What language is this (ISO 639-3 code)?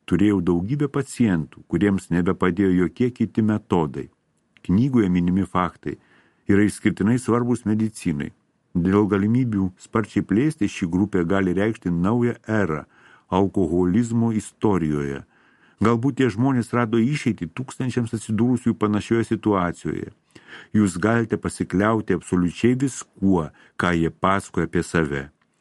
lit